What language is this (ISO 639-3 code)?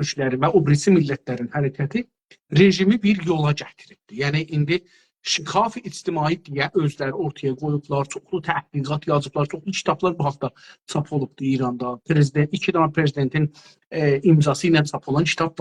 azb